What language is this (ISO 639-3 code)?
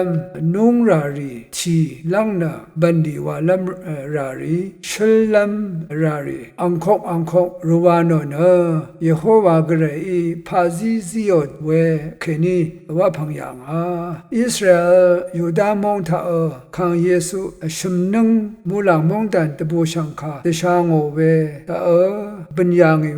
raw